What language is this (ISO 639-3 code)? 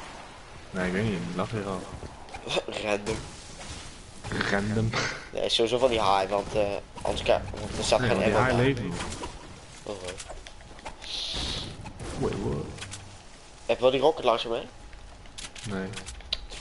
nld